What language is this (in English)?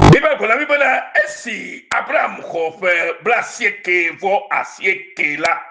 Ewe